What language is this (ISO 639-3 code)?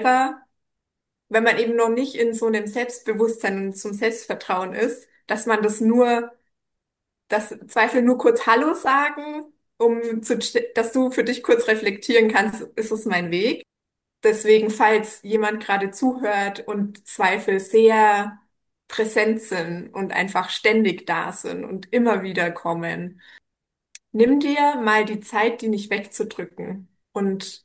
deu